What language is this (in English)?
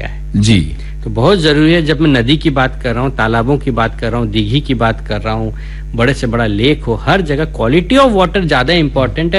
Hindi